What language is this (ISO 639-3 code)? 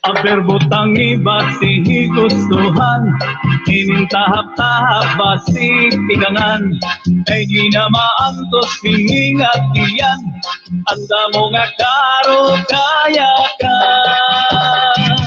war